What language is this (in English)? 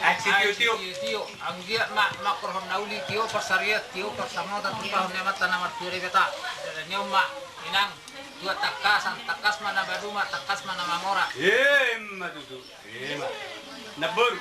Batak Toba